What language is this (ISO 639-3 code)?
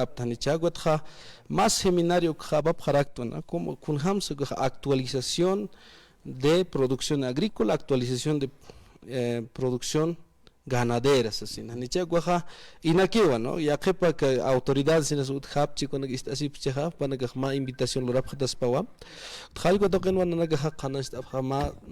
aym